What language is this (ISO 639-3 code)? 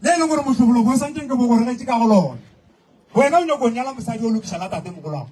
nso